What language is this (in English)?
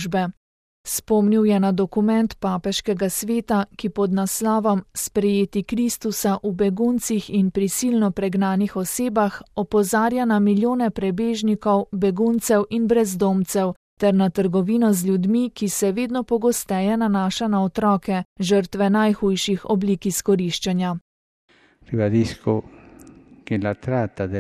Slovenian